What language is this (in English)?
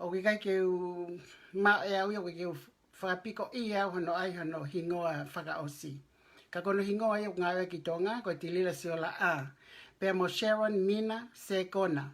Tongan